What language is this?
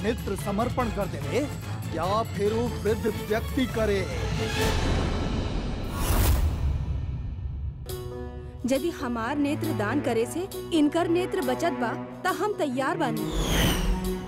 Bhojpuri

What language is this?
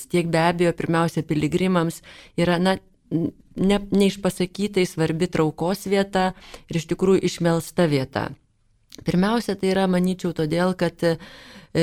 Lithuanian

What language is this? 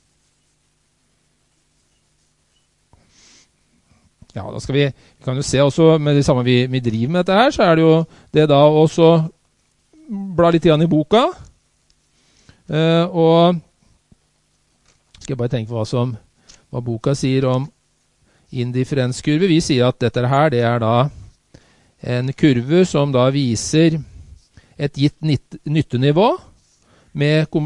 Norwegian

